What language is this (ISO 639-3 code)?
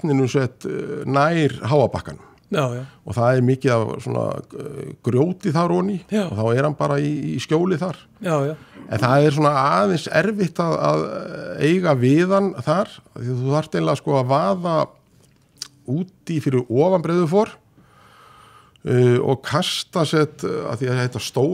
isl